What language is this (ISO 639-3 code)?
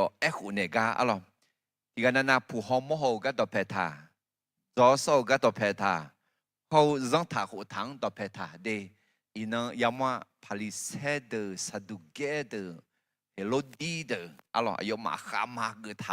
ahk